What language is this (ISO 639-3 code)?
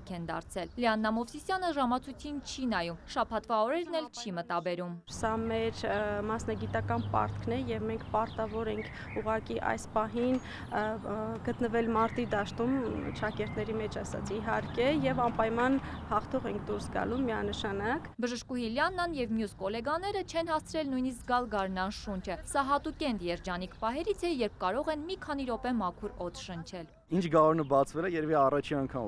hye